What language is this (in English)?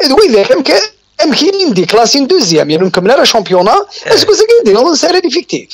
Kabyle